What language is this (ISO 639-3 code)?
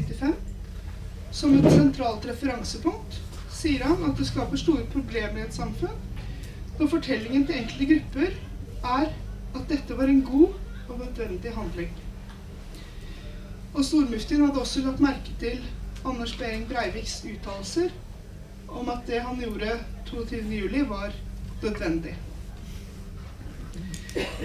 nor